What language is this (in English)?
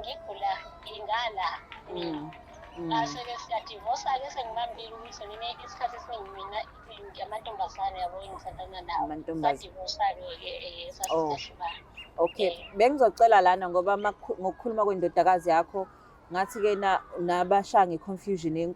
Zulu